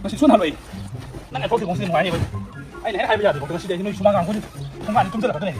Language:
Manipuri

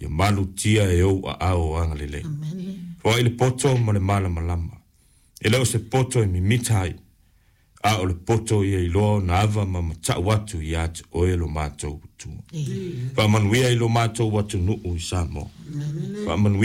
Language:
Samoan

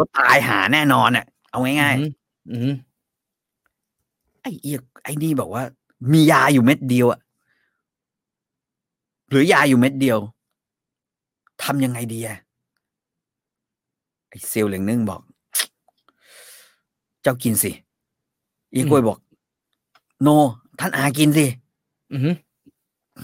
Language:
Thai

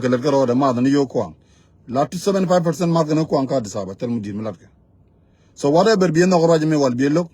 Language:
Nuer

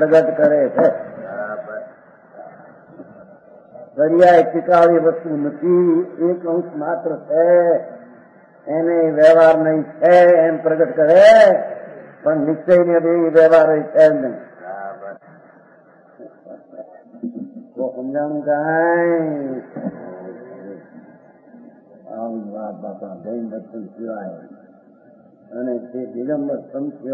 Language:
Gujarati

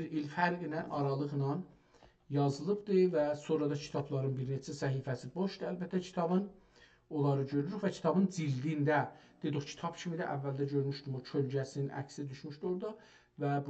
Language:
South Azerbaijani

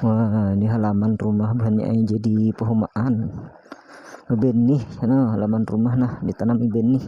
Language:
Banjar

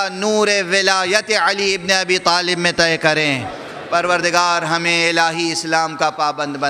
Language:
Urdu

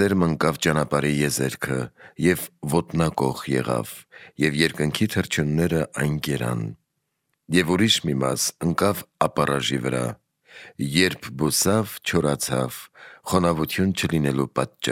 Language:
Armenian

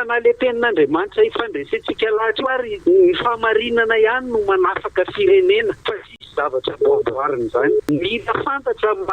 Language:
Malagasy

